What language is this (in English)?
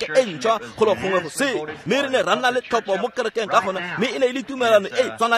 Tswana